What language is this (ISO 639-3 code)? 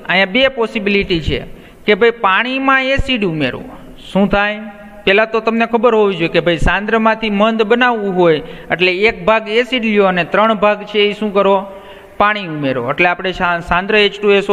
guj